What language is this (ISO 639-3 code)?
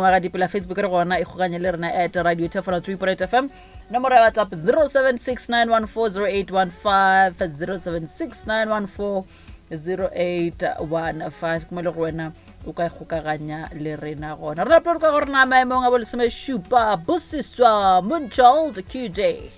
nso